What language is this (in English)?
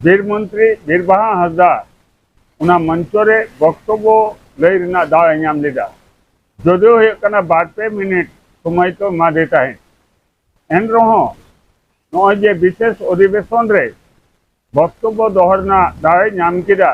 Santali